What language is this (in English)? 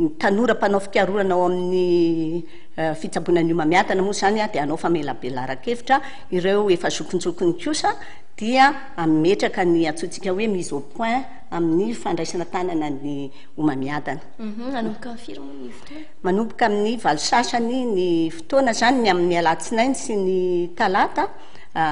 Malagasy